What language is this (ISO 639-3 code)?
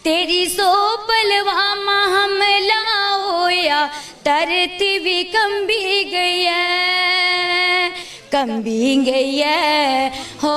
doi